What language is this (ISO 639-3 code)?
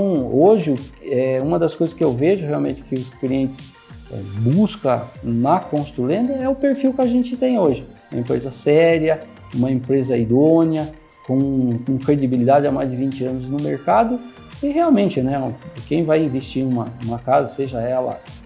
por